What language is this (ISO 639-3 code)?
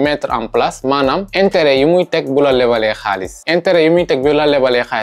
wol